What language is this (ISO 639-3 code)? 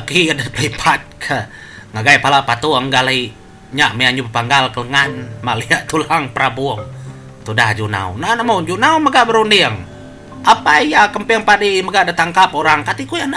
iba